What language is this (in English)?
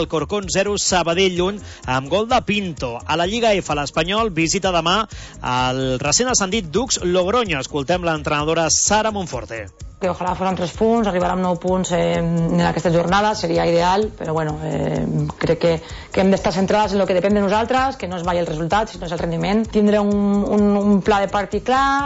Catalan